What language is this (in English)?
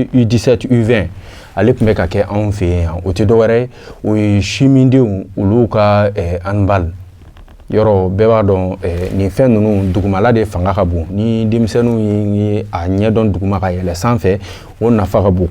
Bambara